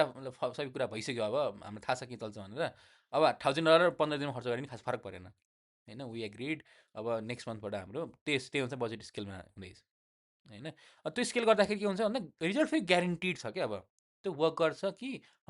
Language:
Nepali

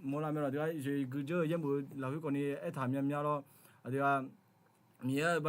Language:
Akha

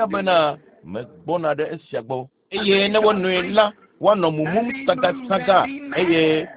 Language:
Ewe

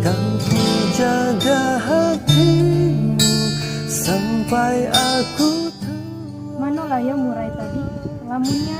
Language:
Musi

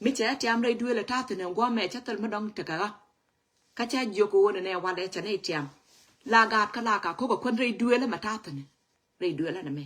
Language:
Nuer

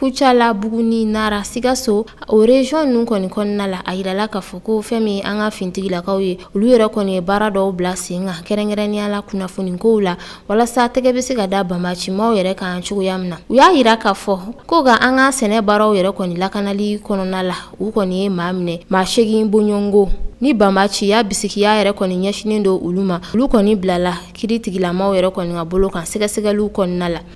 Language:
Bambara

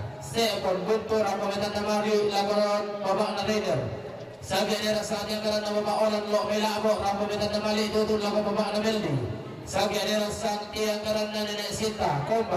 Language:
Toraja-Sa'dan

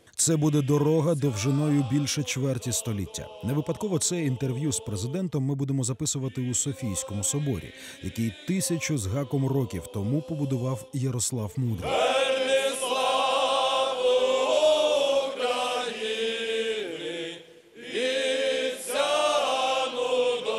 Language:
Ukrainian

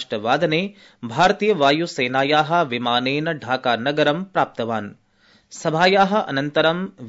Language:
Sanskrit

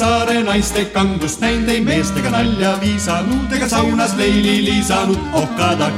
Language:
Estonian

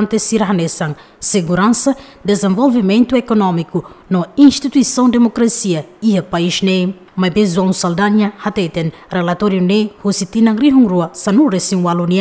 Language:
Tetum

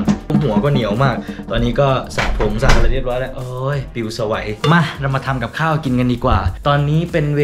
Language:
Thai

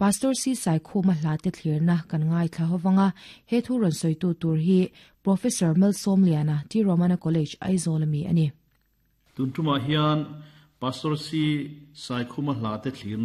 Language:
Mizo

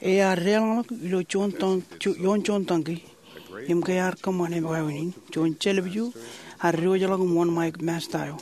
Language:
Marshallese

